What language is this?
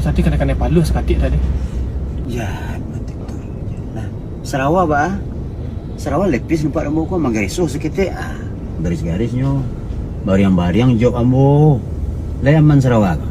Minangkabau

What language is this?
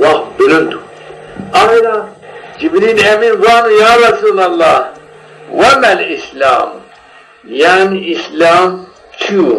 Zaza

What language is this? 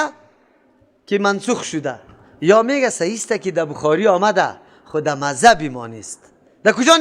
Persian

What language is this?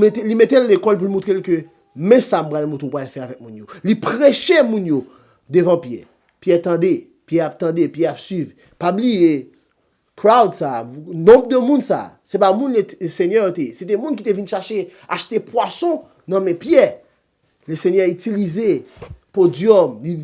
Haitian Creole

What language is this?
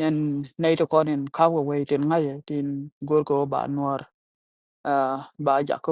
Nuer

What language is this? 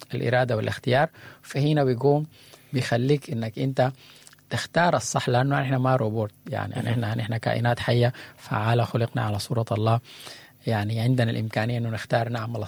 Sudanese Arabic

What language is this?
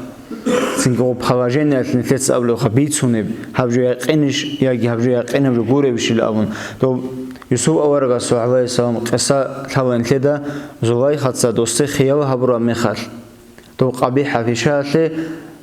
Avaric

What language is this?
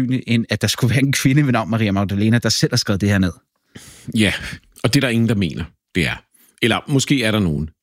Danish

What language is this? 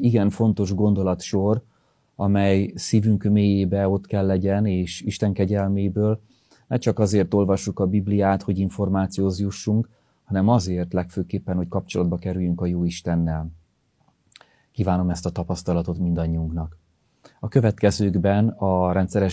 Hungarian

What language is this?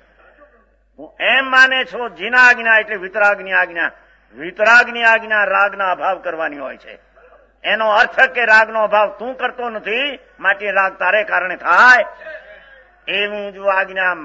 Gujarati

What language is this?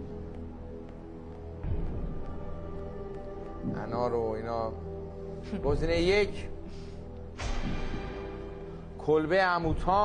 Persian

